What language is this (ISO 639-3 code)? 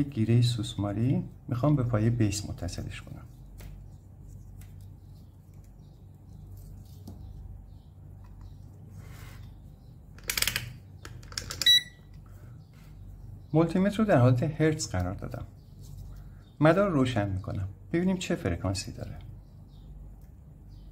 fas